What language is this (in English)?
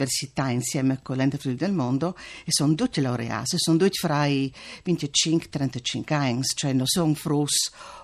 Friulian